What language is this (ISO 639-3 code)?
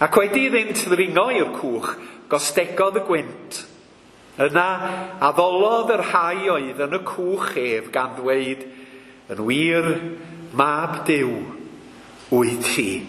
cym